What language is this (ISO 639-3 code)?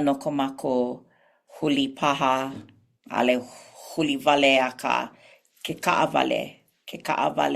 haw